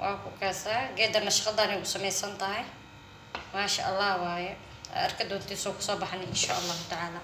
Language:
Somali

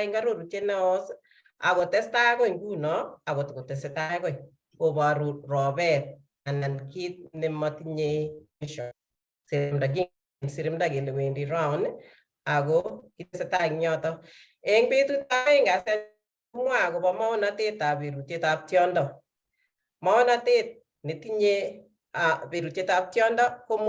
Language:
Kalenjin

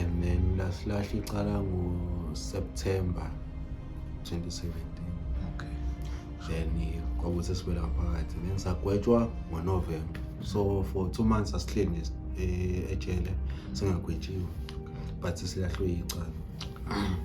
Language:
Zulu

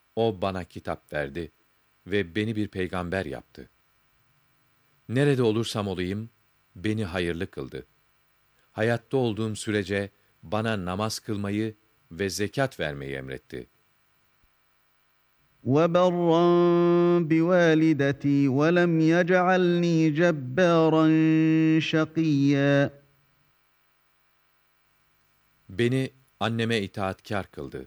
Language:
Turkish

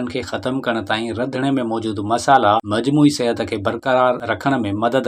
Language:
Sindhi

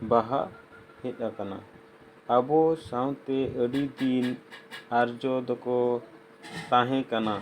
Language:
Santali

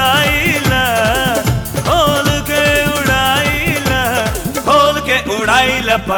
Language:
Bhojpuri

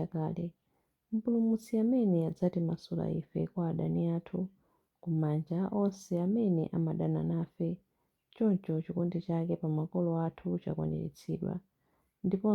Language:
Nyanja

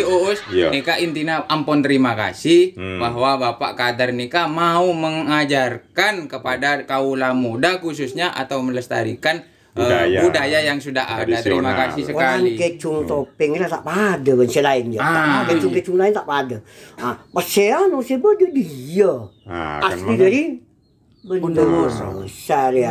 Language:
Madurese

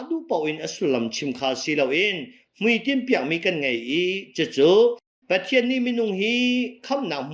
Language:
Hakha Chin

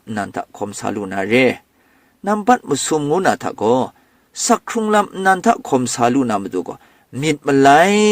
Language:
Kachin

